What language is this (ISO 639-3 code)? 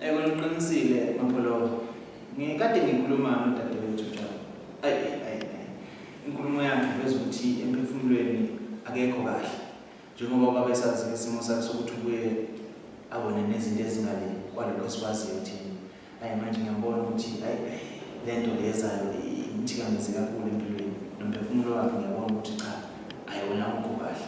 zul